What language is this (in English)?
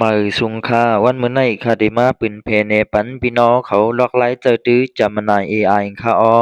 Shan